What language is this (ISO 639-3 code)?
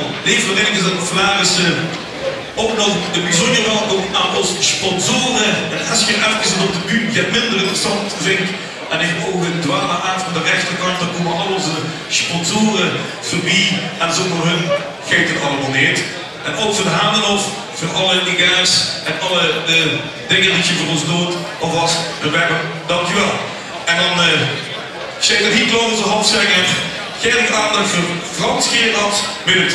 lim